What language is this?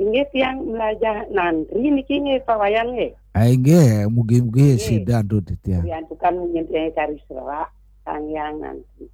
Balinese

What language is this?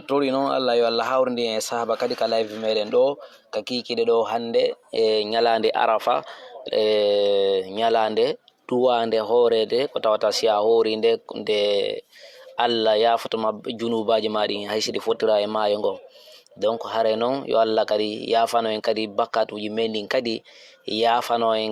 Fula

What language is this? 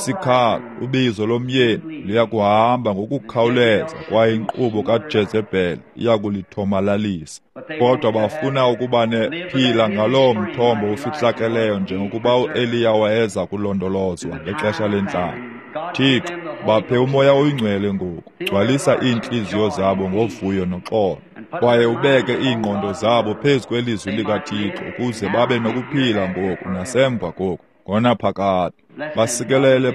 Xhosa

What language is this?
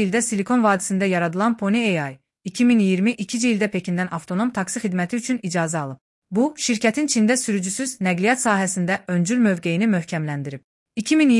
Azerbaijani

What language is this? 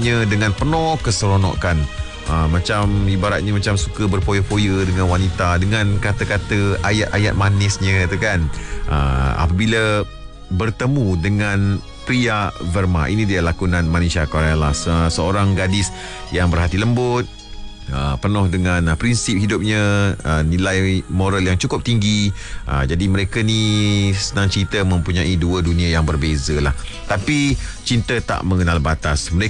Malay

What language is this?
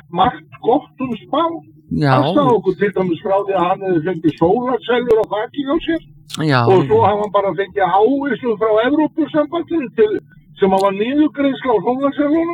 Icelandic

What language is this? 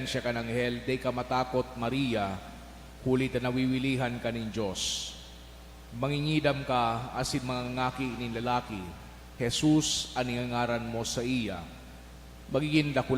Bikol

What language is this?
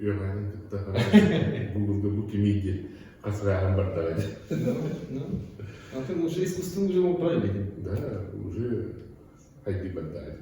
Yakut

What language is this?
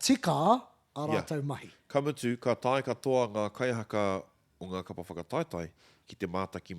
Māori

